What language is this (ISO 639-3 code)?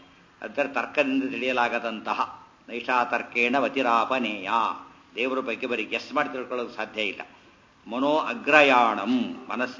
kan